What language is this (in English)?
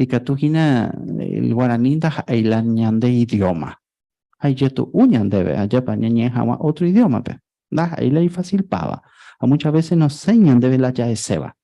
Guarani